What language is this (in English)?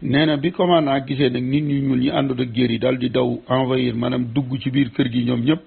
Wolof